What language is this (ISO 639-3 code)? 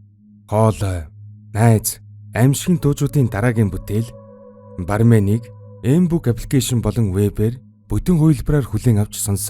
mon